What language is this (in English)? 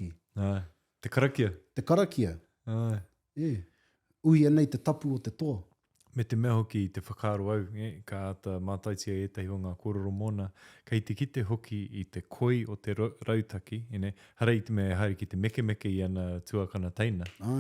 Māori